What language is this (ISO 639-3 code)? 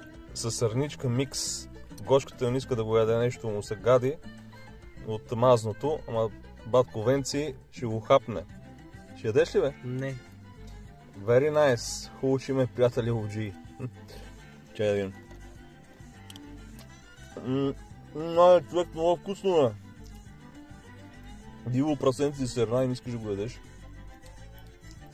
bul